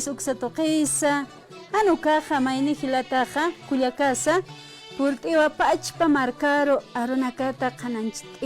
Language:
Aymara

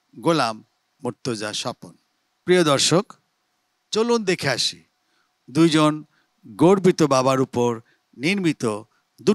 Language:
Bangla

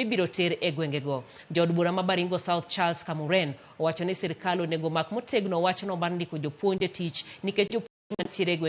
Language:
Luo (Kenya and Tanzania)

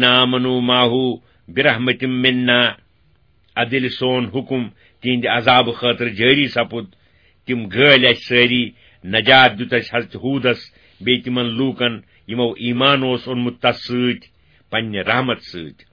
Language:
Kashmiri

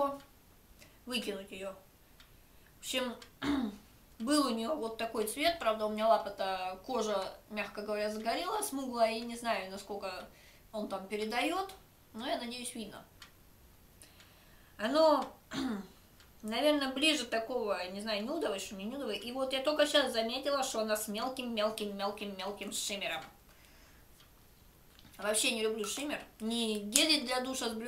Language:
Russian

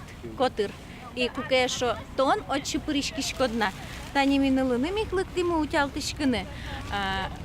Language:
Udmurt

